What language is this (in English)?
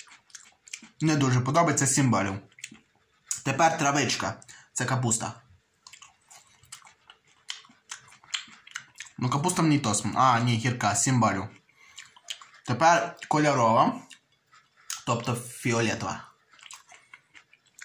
Ukrainian